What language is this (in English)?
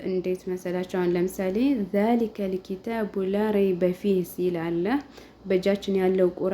Amharic